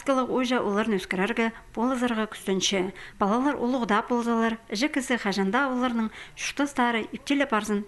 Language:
Khakas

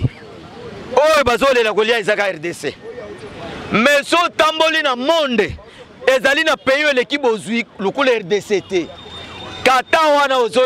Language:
Lingala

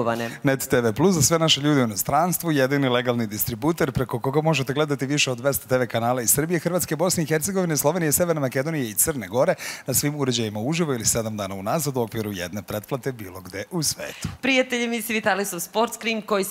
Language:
Serbian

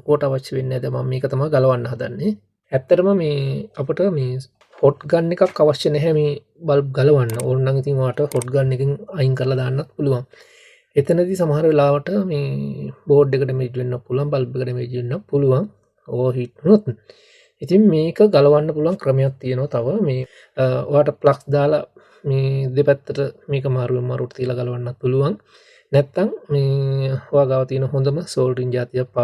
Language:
Sinhala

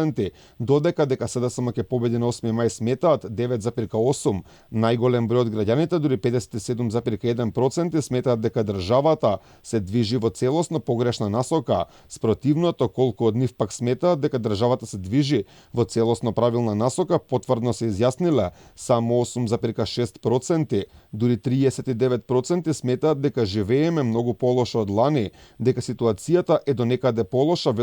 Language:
Macedonian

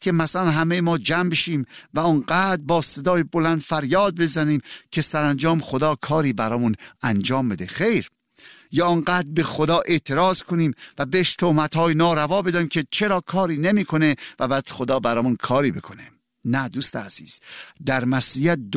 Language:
Persian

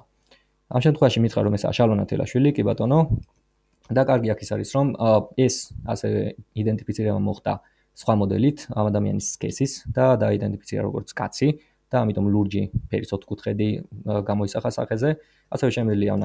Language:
Georgian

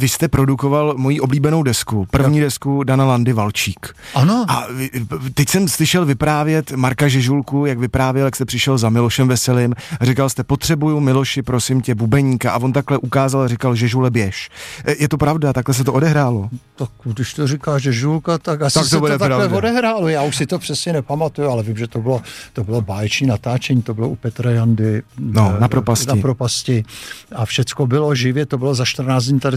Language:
Czech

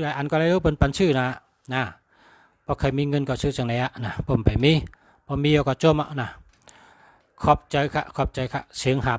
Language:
Shan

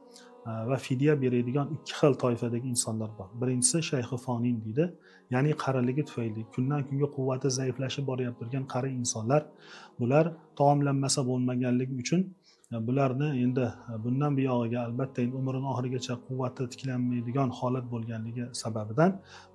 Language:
Uzbek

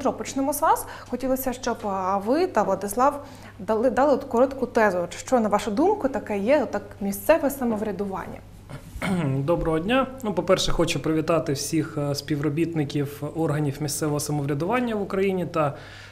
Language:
Ukrainian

